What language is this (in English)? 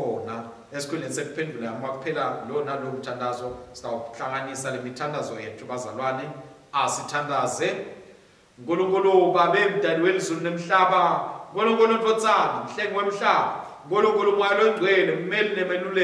Swati